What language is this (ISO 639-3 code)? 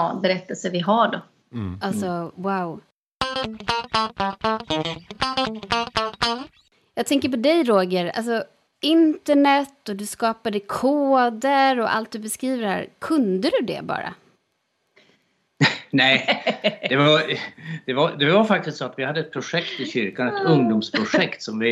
swe